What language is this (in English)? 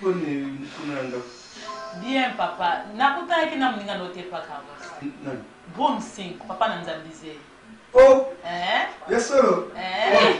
Lingala